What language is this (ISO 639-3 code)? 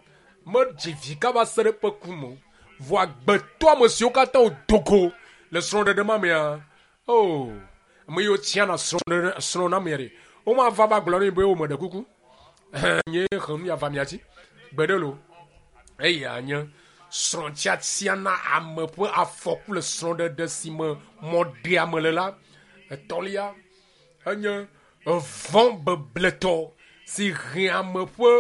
ewe